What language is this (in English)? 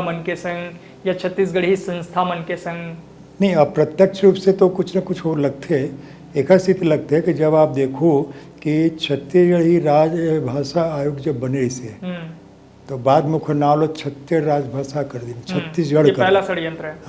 Chhattisgarhi